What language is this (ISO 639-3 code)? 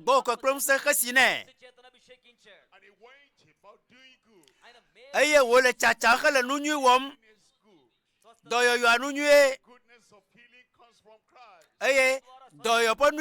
ewe